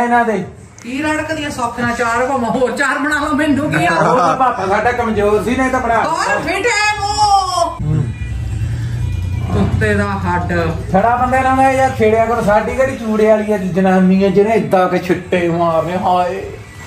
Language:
Punjabi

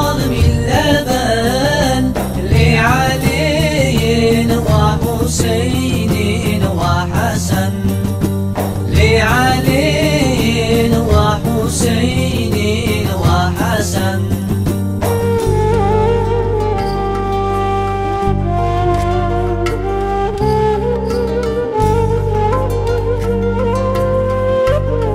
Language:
Turkish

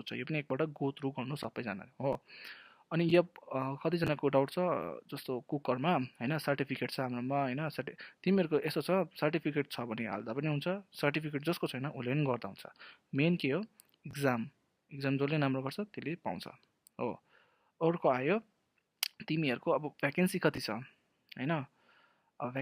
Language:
Nepali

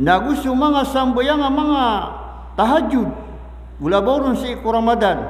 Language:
Maranao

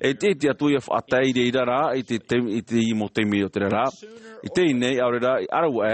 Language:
Tahitian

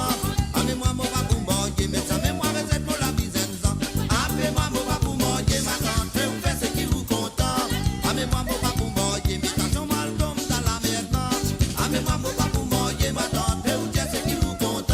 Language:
Morisyen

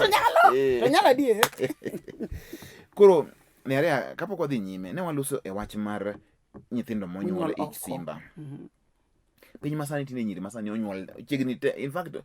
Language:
Luo (Kenya and Tanzania)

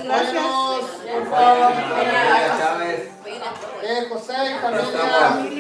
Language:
Spanish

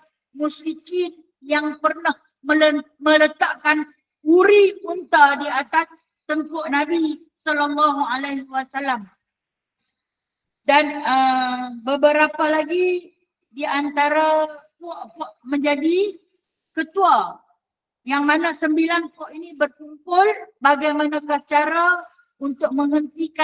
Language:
Malay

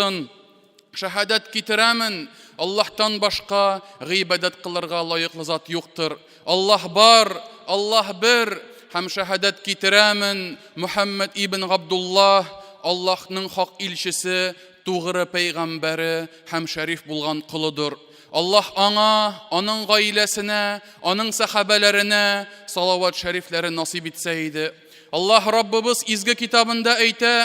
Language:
Tatar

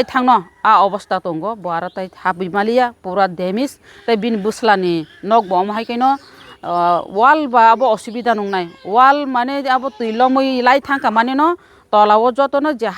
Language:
Kok Borok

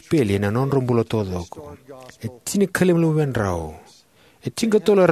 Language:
Fijian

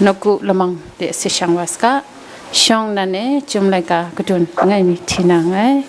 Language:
Kachin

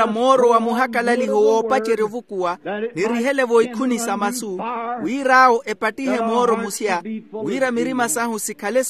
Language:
Makhuwa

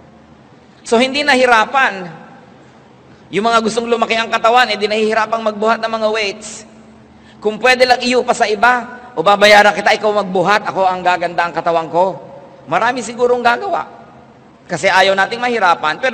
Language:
Filipino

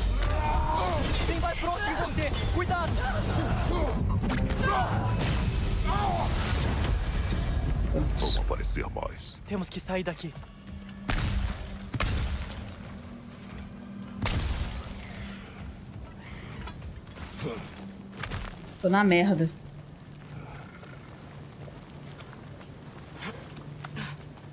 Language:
Portuguese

